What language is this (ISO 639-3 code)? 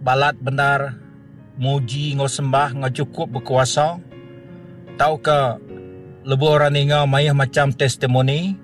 iba